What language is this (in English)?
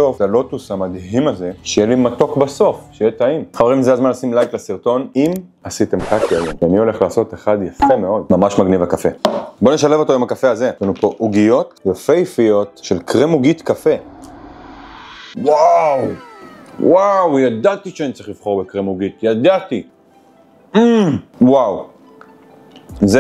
Hebrew